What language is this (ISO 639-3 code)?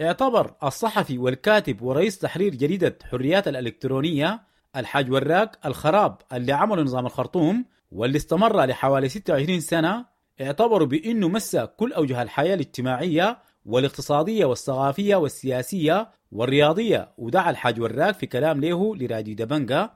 apd